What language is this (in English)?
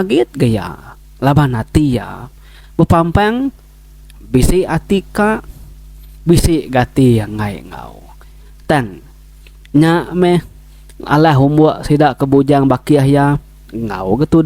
Iban